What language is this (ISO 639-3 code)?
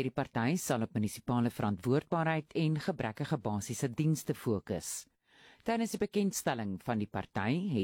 afr